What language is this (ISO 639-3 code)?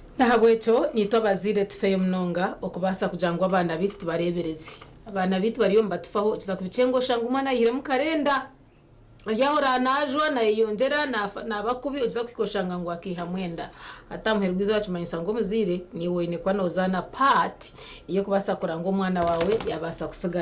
nyn